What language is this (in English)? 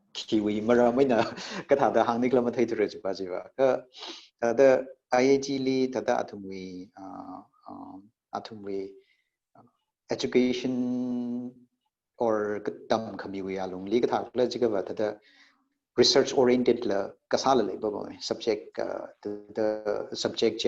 Tangkhul Naga (India)